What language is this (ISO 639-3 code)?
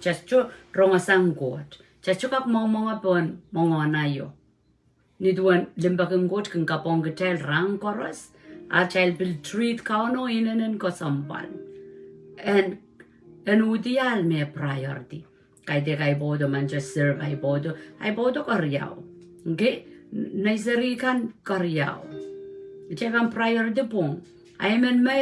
pon